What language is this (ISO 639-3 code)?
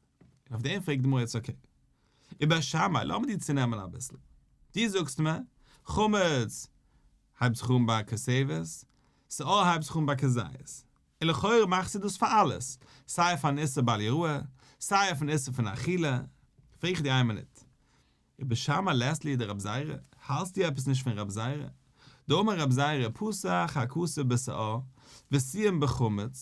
yid